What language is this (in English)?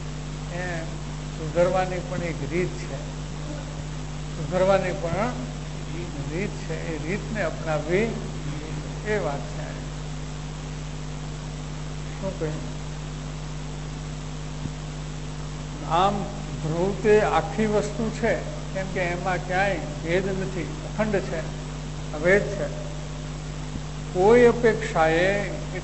Gujarati